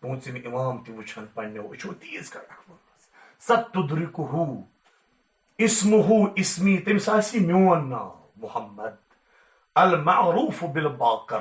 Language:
Kashmiri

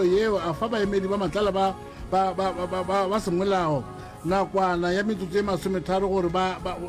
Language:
Northern Sotho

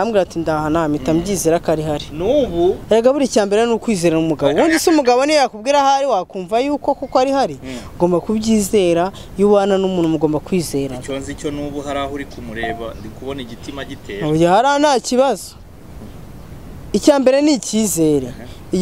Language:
Kinyarwanda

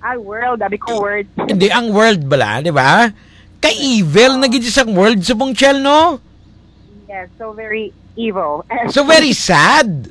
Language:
Hiligaynon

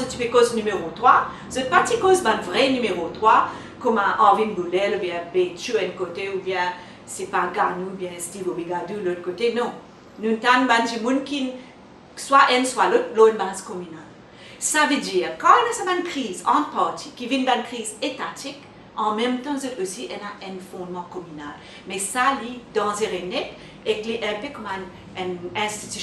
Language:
Morisyen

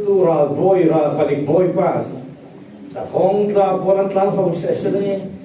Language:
Falam Chin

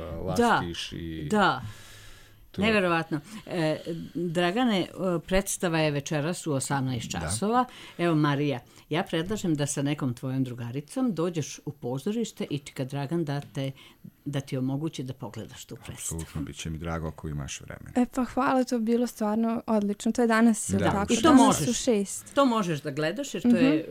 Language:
Serbian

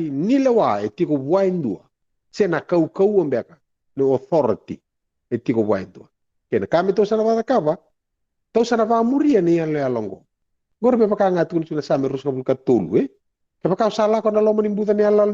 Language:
Fijian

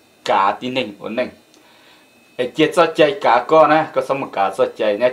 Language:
Vietnamese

